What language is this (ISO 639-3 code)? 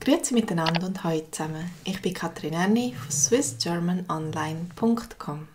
gsw